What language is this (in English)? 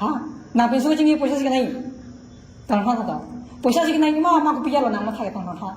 Karbi